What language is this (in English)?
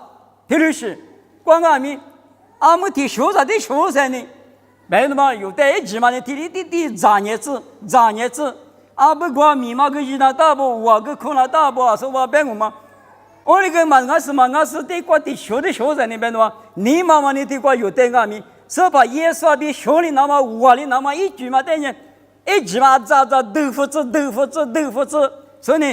Lisu